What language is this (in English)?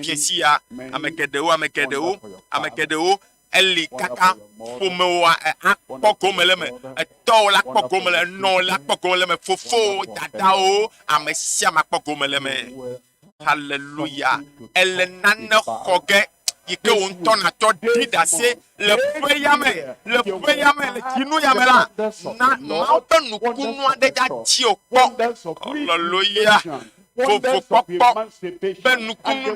Ewe